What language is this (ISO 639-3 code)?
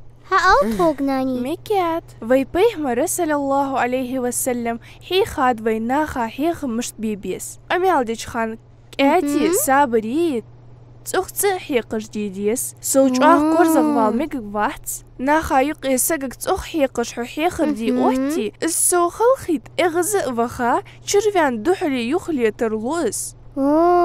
inh